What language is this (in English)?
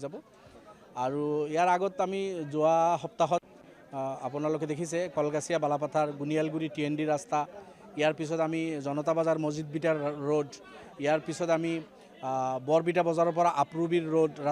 Assamese